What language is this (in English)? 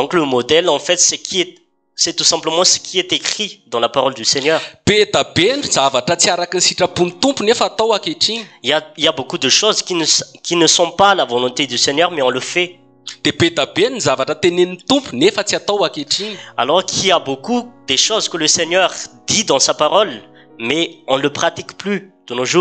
Malagasy